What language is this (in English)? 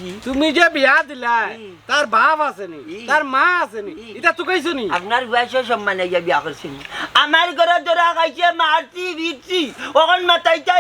Sylheti